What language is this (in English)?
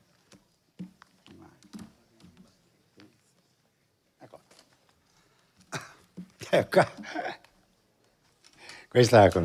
Italian